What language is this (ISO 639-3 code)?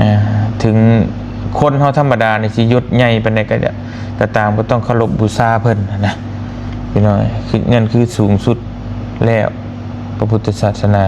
lao